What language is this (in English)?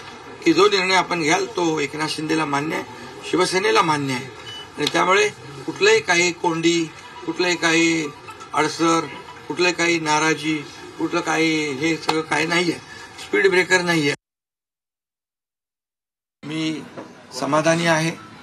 Marathi